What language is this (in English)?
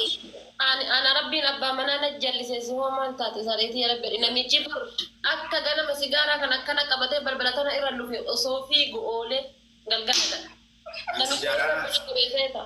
Oromo